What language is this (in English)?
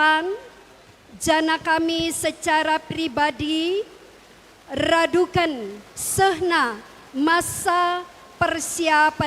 Batak Karo